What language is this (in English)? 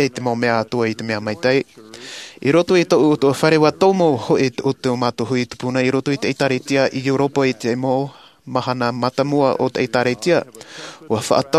Tahitian